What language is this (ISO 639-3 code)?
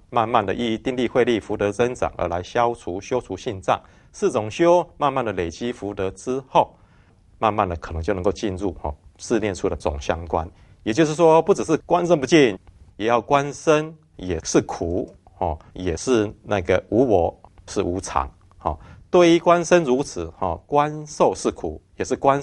zho